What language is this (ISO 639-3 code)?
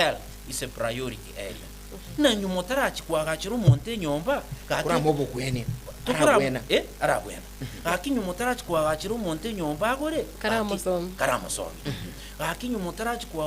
guz